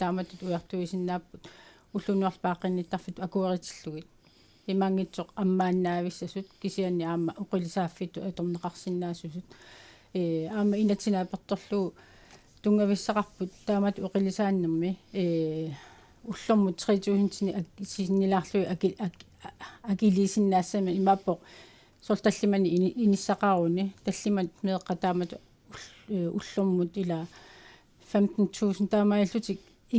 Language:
Kalaallisut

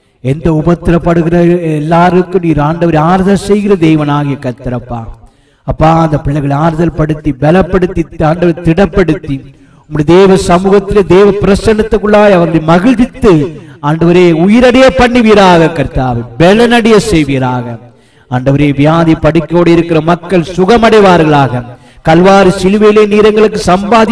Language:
Tamil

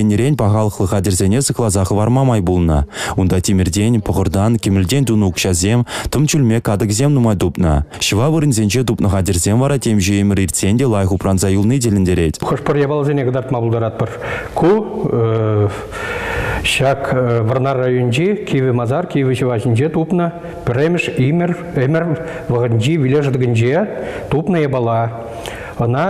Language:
Chuvash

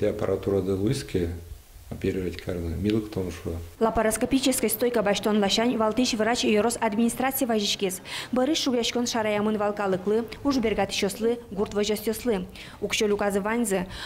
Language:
Udmurt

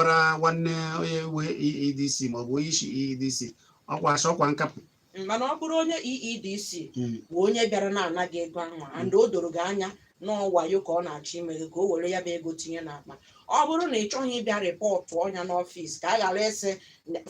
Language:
Igbo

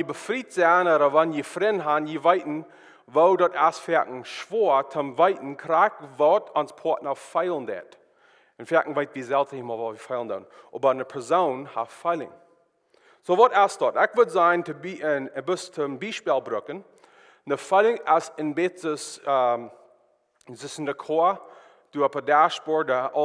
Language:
Plautdietsch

